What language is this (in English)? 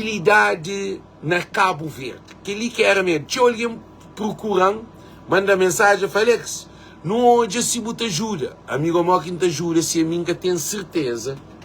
Kabuverdianu